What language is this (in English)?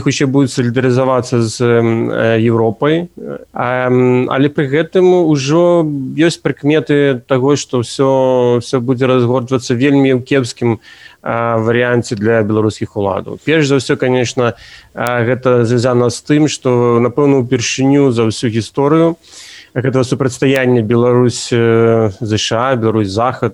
Belarusian